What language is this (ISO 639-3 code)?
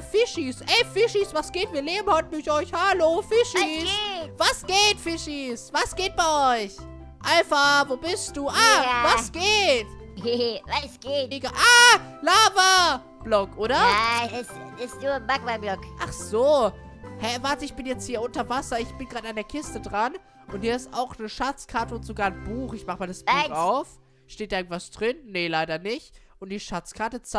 deu